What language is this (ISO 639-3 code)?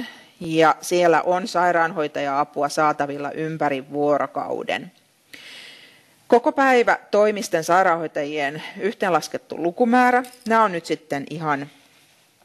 fin